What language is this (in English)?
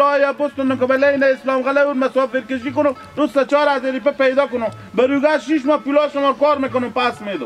Hazaragi